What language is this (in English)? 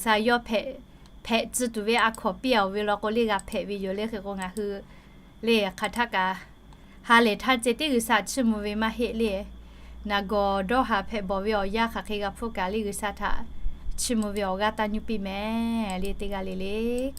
Lahu